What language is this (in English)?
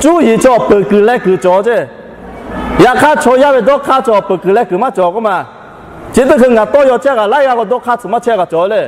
Lahu